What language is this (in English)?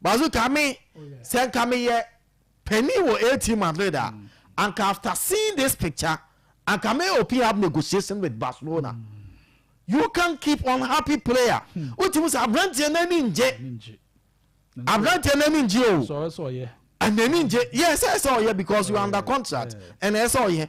Akan